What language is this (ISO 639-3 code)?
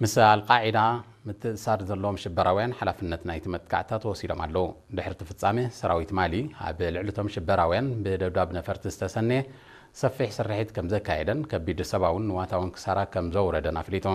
tir